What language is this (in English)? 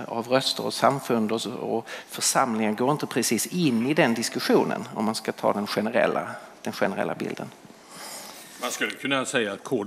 Swedish